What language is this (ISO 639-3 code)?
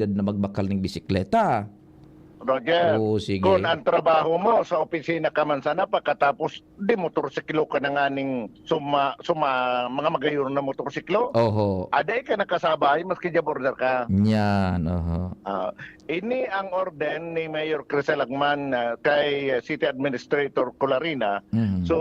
bik